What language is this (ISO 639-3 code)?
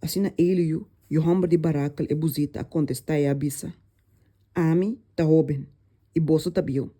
pap